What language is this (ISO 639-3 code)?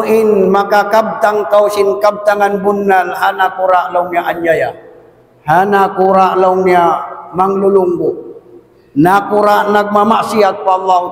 tsg